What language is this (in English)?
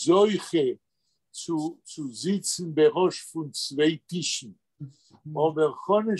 Yiddish